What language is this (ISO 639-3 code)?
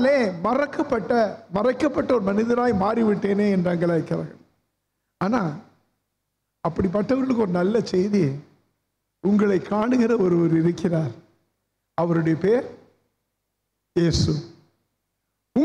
tam